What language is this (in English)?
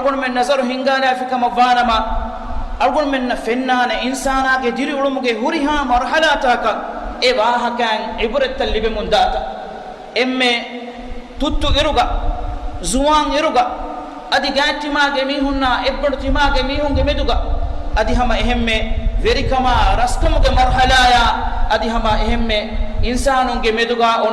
Divehi